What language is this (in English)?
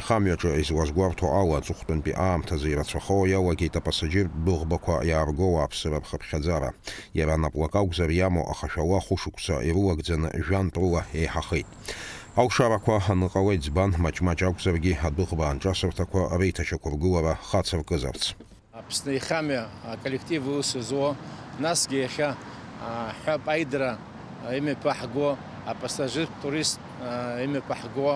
Abkhazian